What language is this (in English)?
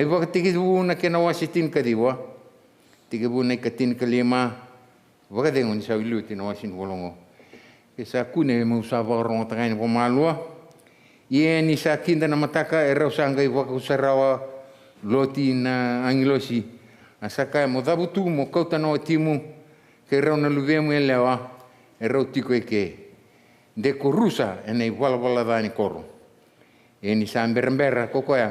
Fijian